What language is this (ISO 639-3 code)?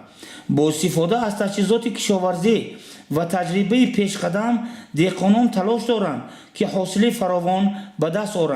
tgk